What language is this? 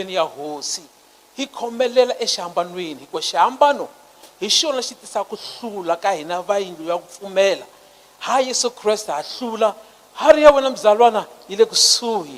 Tsonga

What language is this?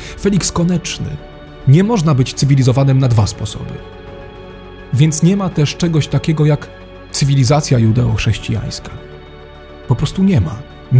Polish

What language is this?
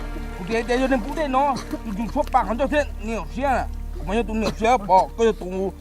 Hmong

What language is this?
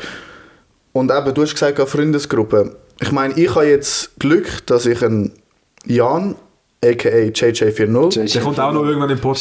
Swiss German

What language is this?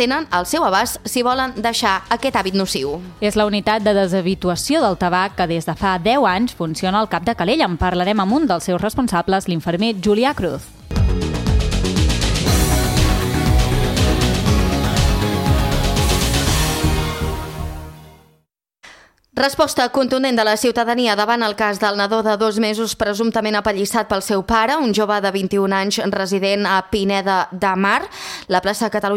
Catalan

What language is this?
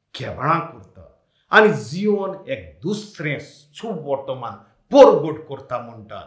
Konkani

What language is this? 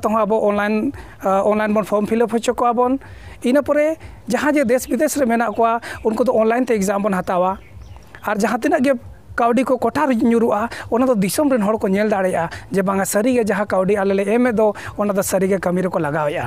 Santali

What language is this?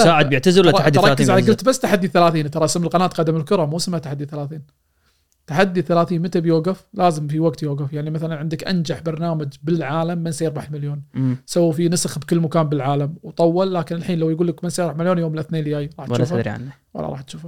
Gulf Arabic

